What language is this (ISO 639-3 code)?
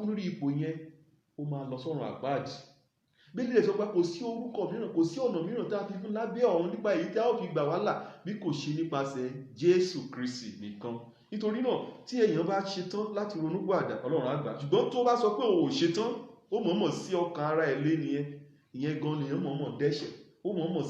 yor